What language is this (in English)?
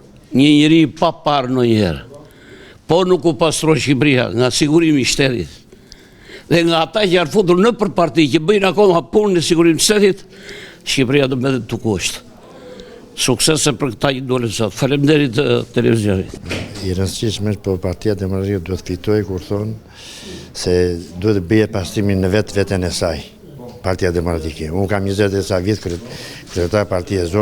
Albanian